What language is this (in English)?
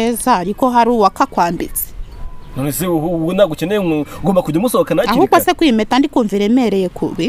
Kinyarwanda